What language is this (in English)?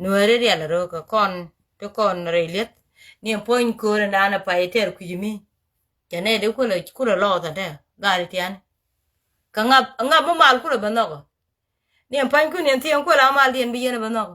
Nuer